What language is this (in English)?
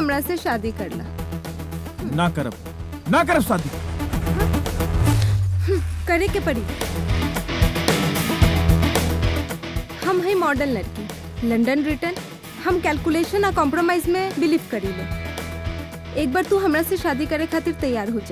Bhojpuri